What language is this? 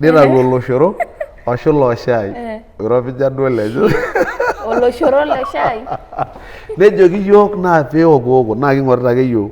Masai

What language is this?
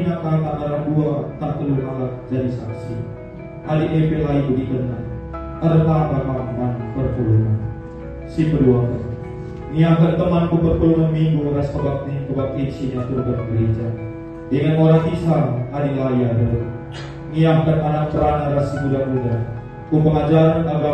Batak Karo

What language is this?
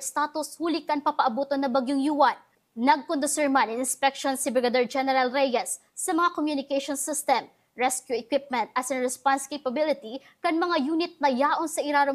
Bikol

